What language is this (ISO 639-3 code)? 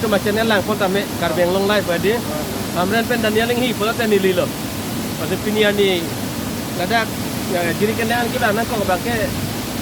mjw